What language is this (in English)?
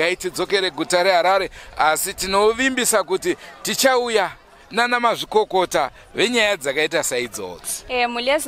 Shona